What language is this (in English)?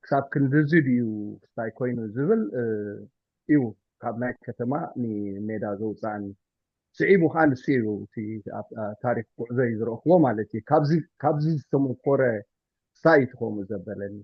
Tigrinya